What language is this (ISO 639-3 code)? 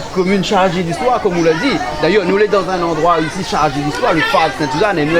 rcf